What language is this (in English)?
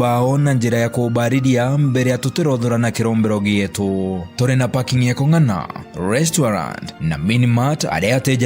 Meru